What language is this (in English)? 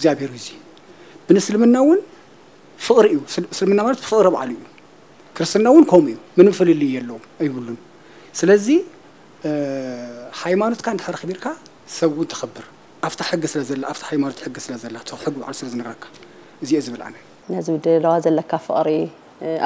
Tigrinya